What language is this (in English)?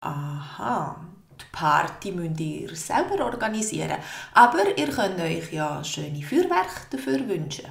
Swiss German